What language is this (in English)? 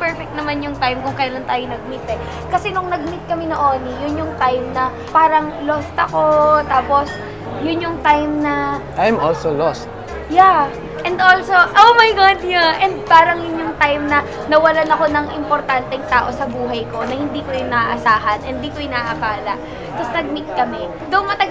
Filipino